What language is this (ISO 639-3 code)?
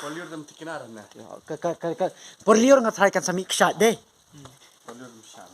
kha